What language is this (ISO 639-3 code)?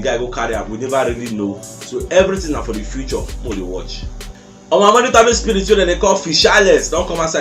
pcm